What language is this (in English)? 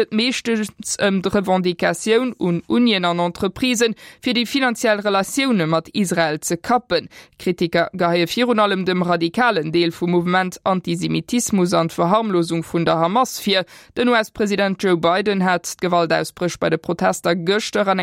Luxembourgish